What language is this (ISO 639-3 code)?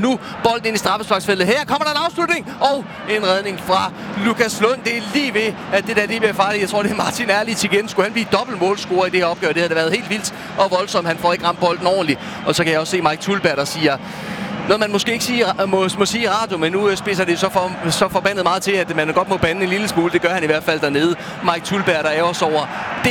dan